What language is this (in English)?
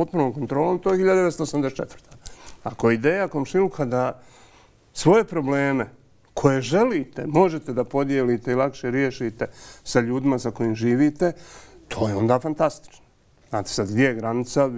Bosnian